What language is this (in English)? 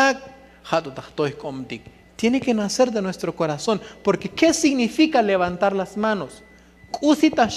Tzotzil